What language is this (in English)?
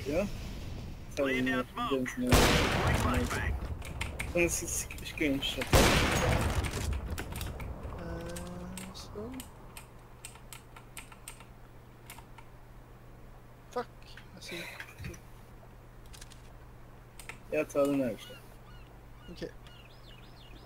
Norwegian